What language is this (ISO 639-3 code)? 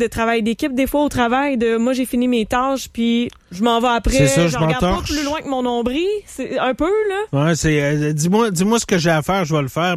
fra